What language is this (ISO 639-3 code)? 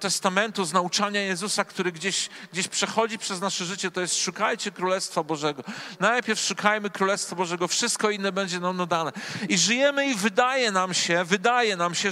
pol